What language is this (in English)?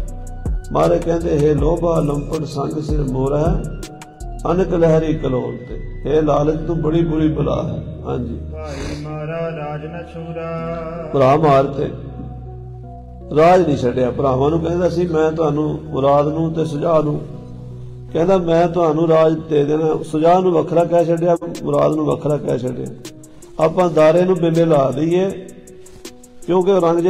Punjabi